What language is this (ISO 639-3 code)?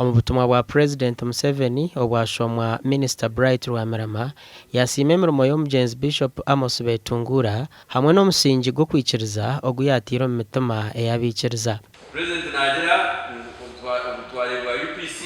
nyn